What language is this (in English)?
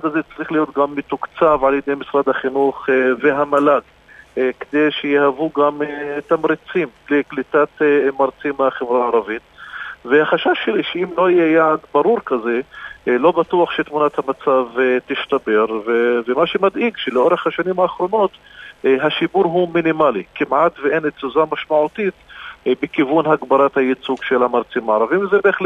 Hebrew